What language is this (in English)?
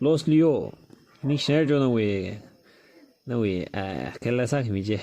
Tangkhul Naga (India)